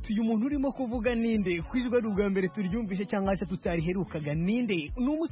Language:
Kinyarwanda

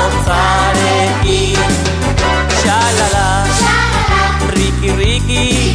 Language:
Basque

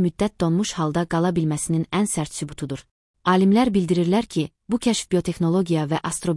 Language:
Azerbaijani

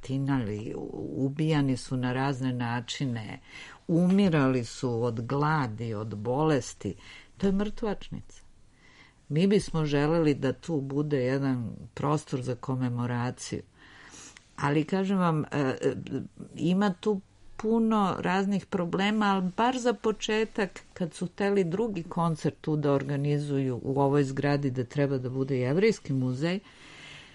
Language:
Serbian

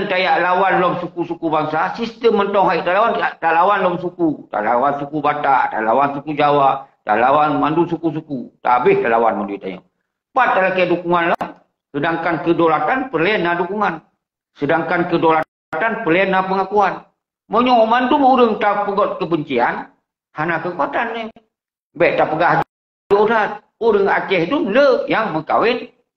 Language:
Achinese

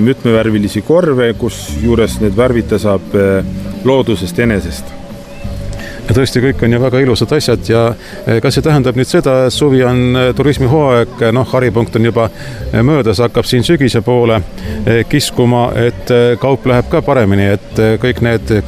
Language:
Estonian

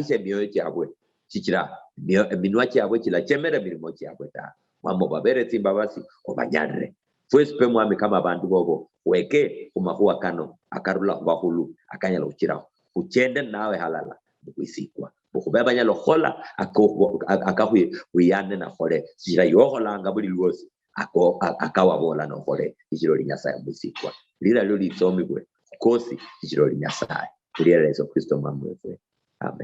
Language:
Luyia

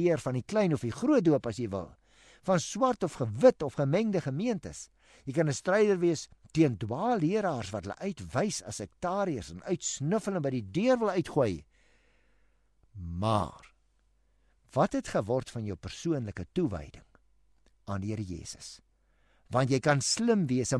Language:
Afrikaans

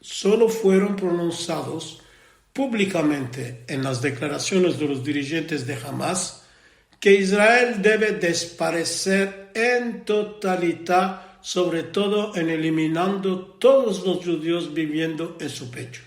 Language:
Ladino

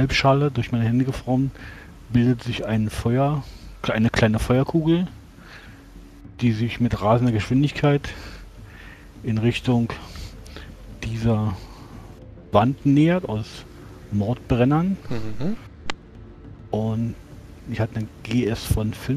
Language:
German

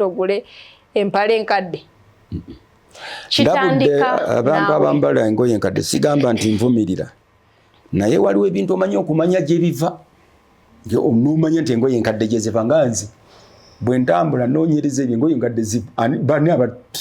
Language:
Ganda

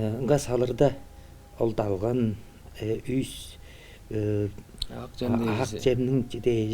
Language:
Tuvinian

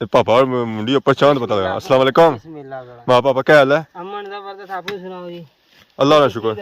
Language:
Pahari-Potwari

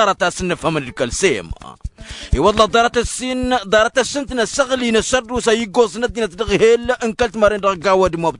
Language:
Tamasheq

